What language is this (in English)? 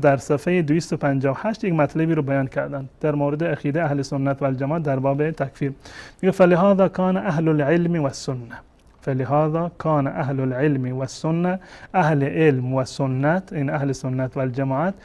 Persian